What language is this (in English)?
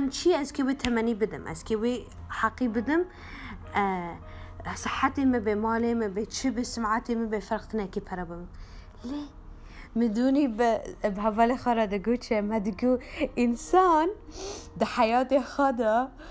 Kurdish